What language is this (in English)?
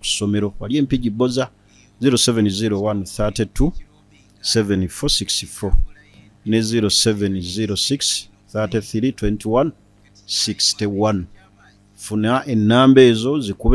Ganda